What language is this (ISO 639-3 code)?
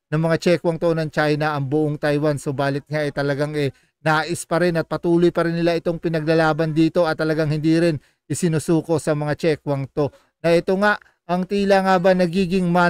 fil